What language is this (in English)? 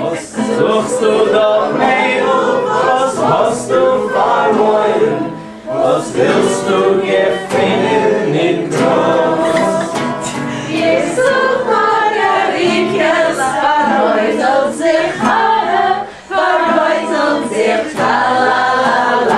Yiddish